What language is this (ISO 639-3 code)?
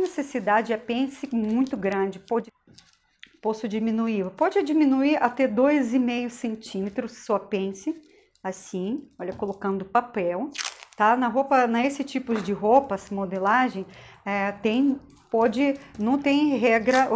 por